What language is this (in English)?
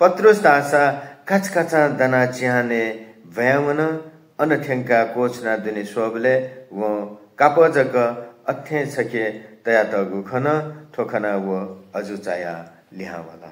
Newari